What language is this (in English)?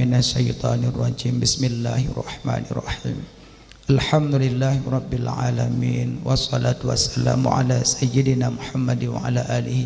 Achinese